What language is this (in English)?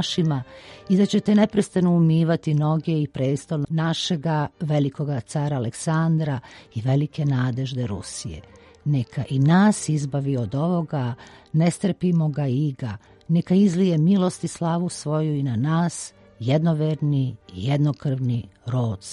Serbian